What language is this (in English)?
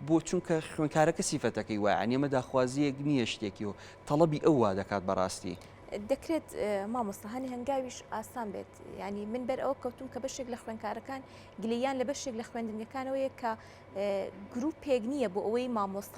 Central Kurdish